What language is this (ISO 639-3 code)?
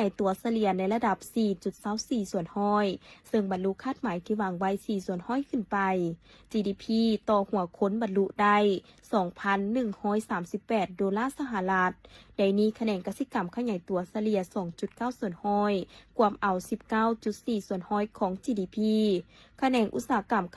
lao